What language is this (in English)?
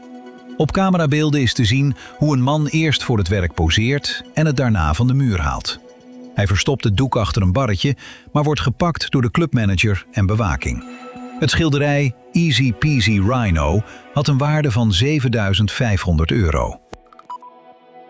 Dutch